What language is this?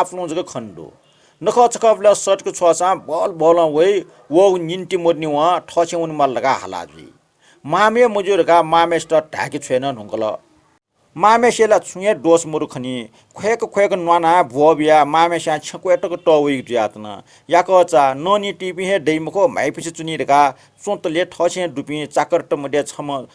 Newari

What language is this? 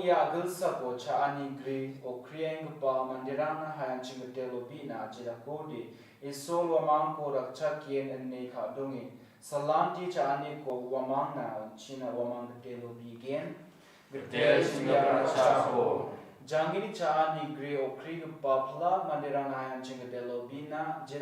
Garo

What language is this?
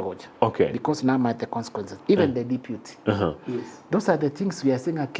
Gusii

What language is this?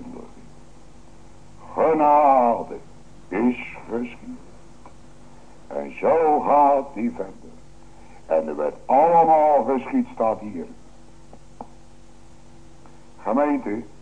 Dutch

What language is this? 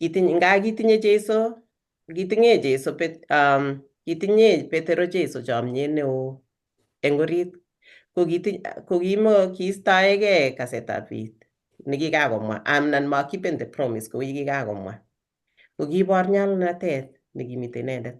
Kalenjin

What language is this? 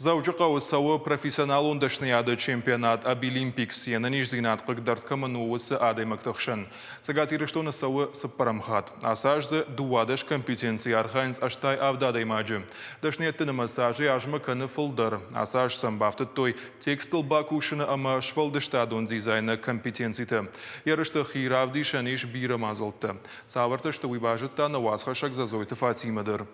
Ossetic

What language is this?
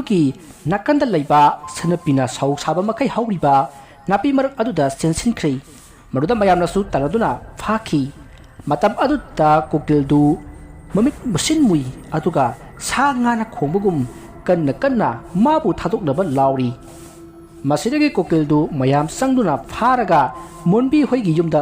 Manipuri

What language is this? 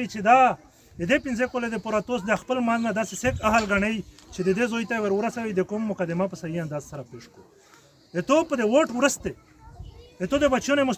Pashto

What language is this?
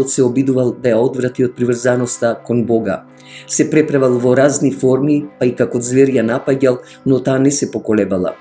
Macedonian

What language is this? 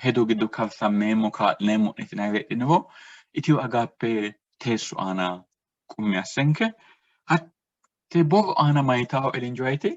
Sidamo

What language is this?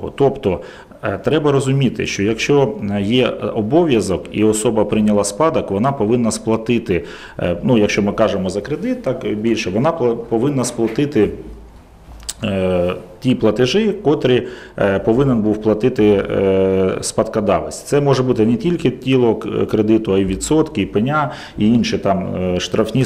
Ukrainian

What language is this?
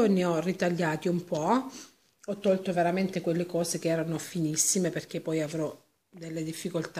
Italian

